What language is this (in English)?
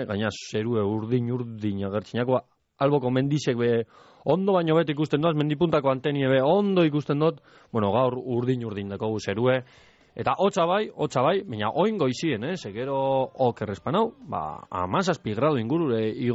Basque